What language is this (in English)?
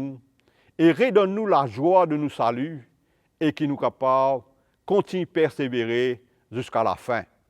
Morisyen